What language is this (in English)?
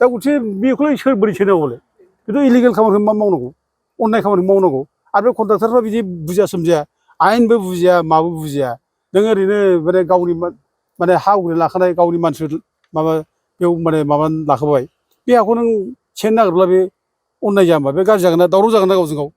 Bodo